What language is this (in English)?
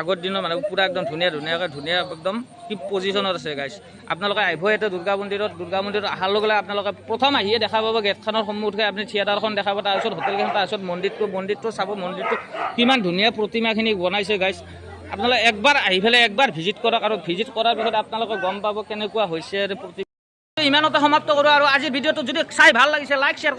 Assamese